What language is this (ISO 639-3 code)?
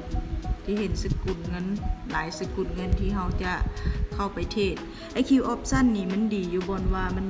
lao